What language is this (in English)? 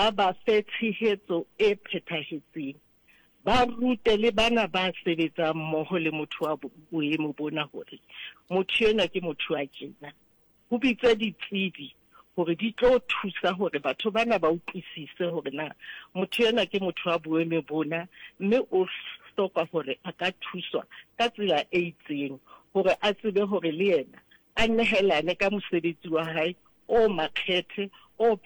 Southern Sotho